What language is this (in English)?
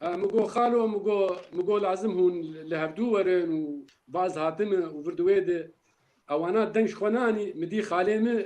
Kurdish